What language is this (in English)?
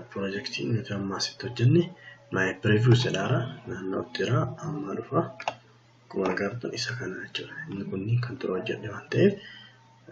Oromo